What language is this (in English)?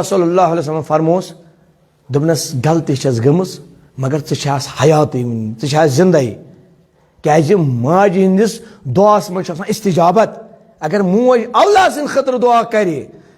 Kashmiri